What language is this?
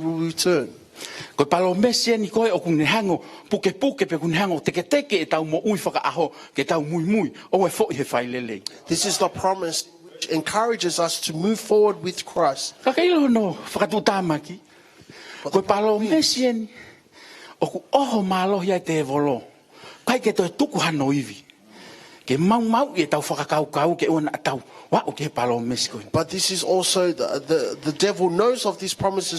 Tongan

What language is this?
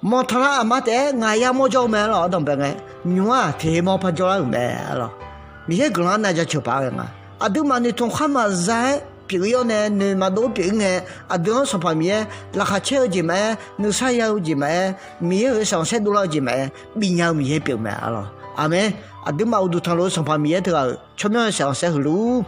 Akha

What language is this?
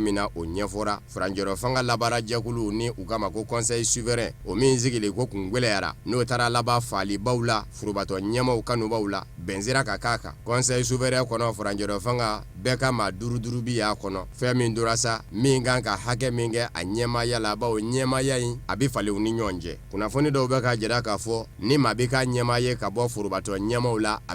Bambara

